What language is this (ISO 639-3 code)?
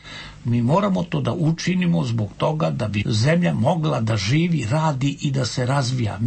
srp